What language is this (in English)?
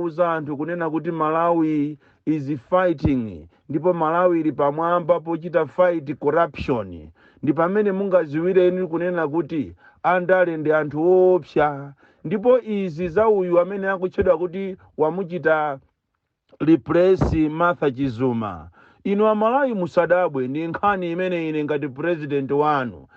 Nyanja